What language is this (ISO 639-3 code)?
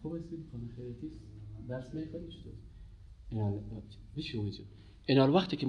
fas